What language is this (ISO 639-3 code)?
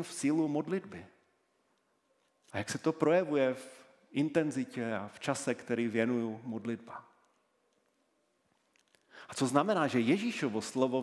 ces